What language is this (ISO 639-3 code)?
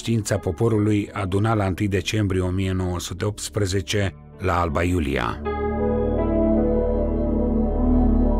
ron